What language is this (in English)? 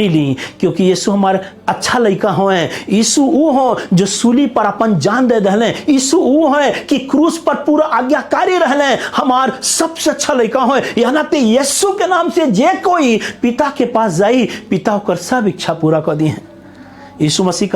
Bhojpuri